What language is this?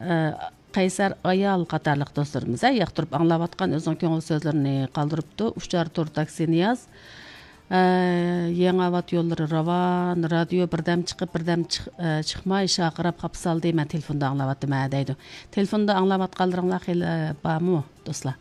Uyghur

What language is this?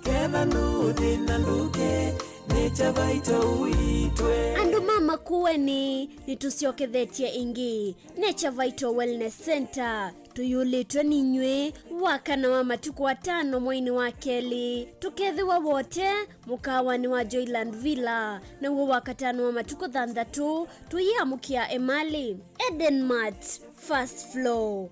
Kamba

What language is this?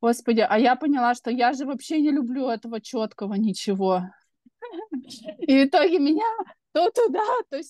Russian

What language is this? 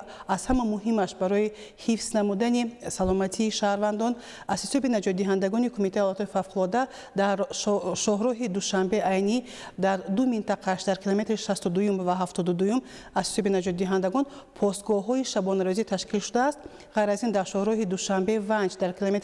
Tajik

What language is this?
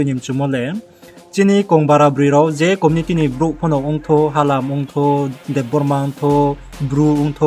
Riang (India)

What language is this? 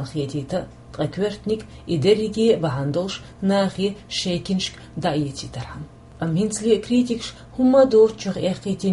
Chechen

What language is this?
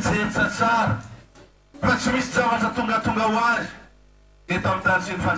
Malagasy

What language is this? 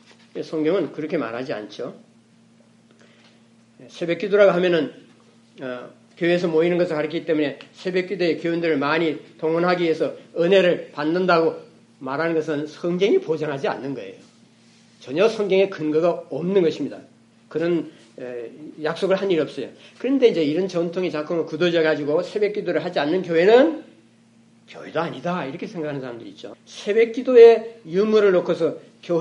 Korean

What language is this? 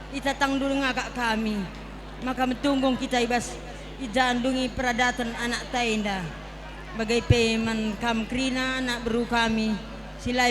Batak Karo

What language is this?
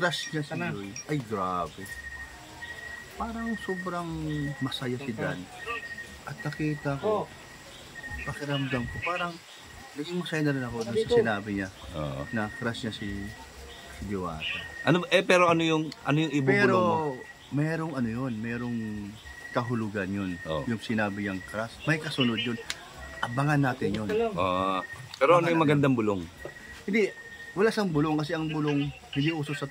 Filipino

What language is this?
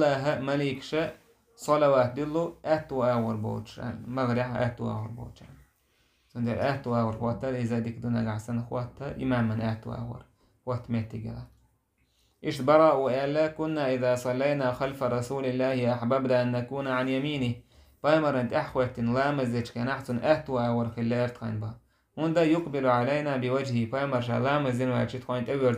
Chechen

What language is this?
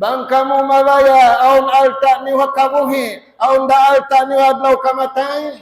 Tausug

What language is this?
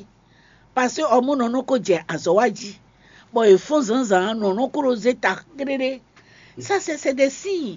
Fon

